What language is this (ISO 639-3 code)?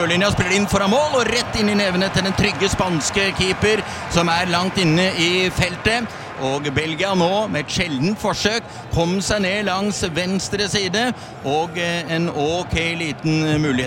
nor